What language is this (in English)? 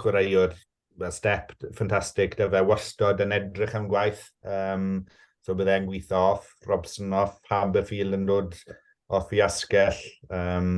Welsh